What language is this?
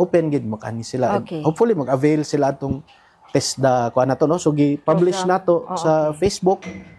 Cebuano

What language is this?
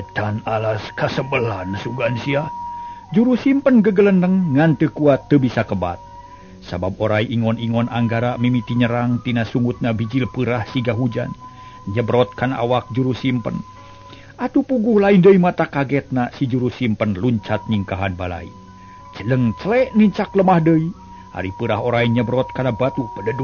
Sundanese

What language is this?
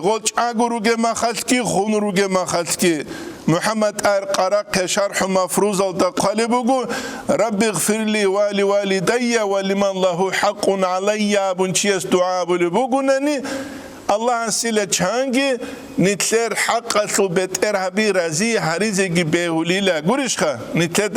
Avaric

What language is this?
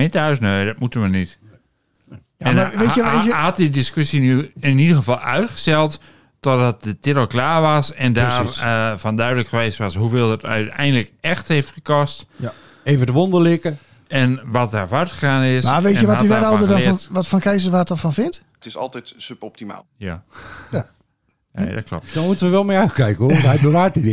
Dutch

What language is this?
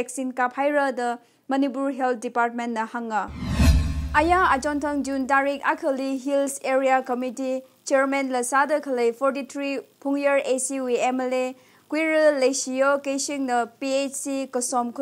Tangkhul Naga (India)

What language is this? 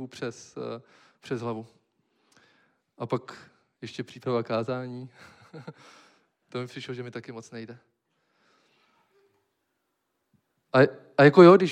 Czech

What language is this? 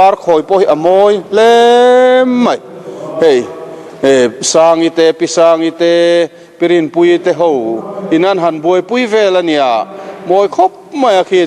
Mizo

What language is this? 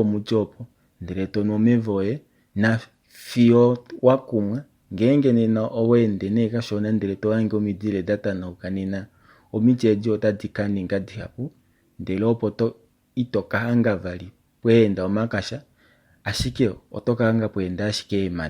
Kuanyama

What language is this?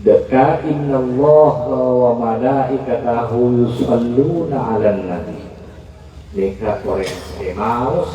Madurese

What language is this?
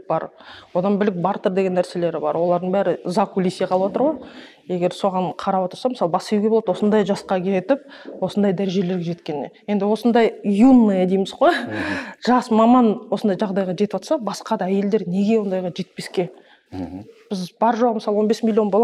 Kazakh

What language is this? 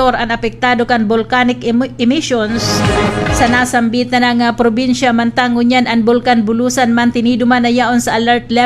Bikol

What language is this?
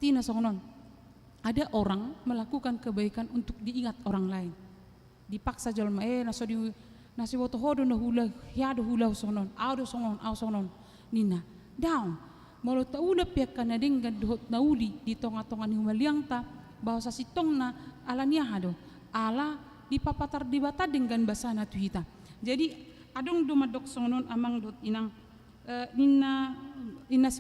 Batak Toba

